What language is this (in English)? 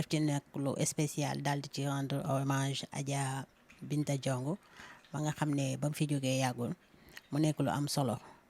Wolof